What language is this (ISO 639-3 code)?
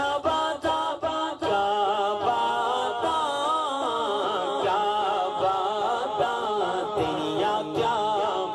urd